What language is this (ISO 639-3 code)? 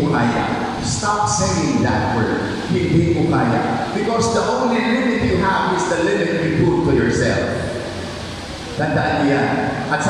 fil